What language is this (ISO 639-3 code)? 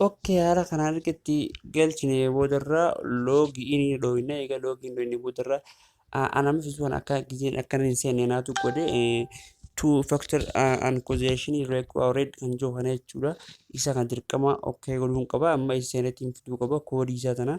orm